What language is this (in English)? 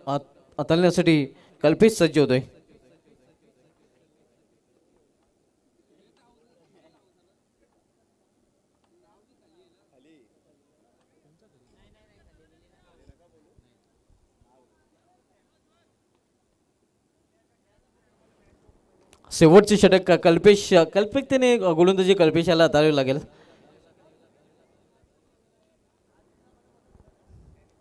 Marathi